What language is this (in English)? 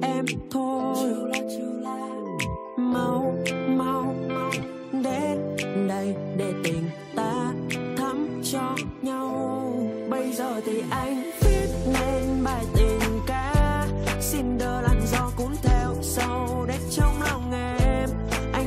Vietnamese